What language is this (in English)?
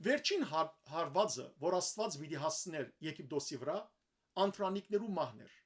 Western Armenian